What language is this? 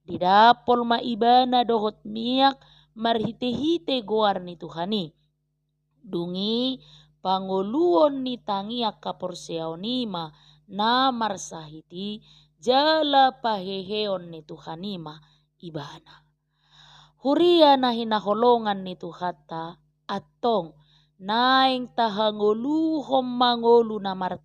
Batak Toba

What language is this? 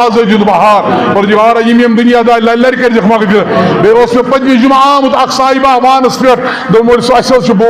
Kashmiri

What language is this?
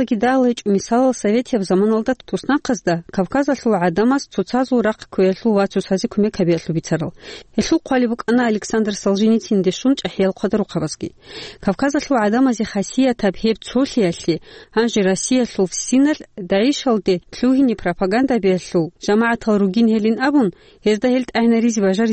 Avaric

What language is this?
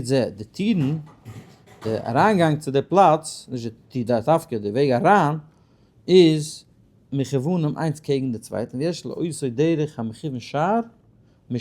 Yiddish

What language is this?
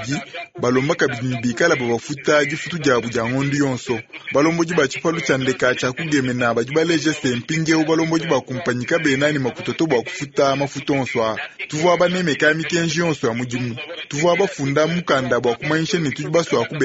Luba-Lulua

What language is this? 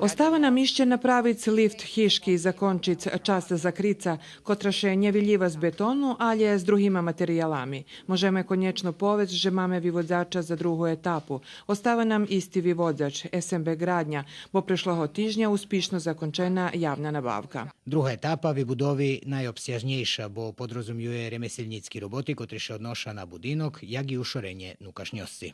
Rusyn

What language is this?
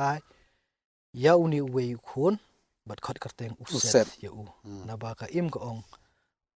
Khasi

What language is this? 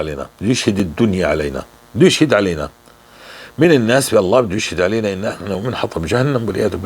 North Levantine Arabic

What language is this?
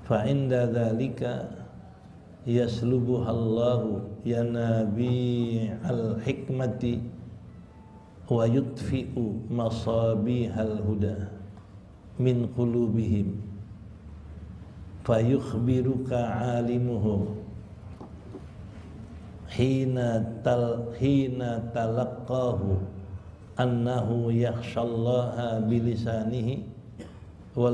Indonesian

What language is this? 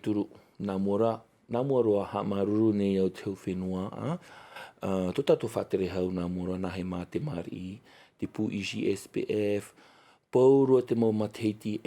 Tahitian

